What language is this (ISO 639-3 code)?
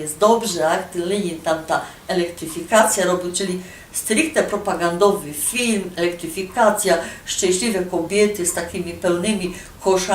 szl